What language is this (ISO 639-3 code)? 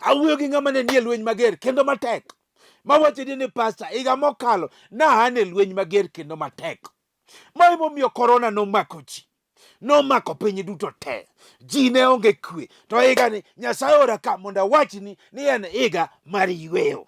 luo